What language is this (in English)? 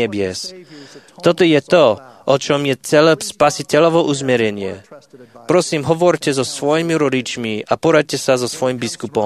Slovak